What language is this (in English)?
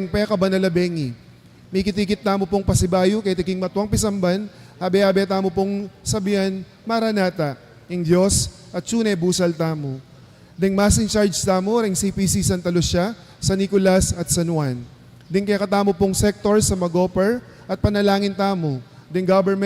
Pampanga